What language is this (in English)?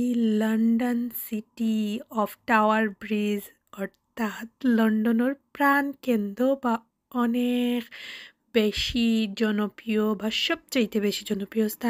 Sylheti